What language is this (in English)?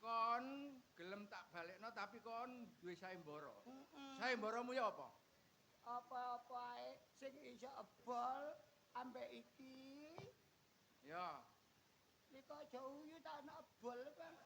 Javanese